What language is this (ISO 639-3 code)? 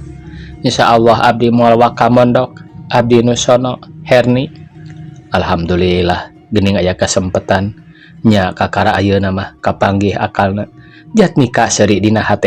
sun